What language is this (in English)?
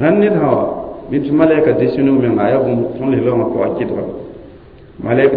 Mossi